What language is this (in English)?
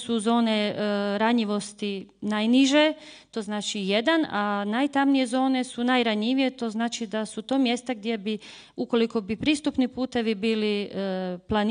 Croatian